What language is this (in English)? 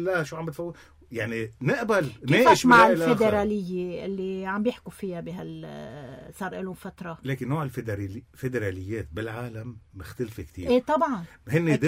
North Levantine Arabic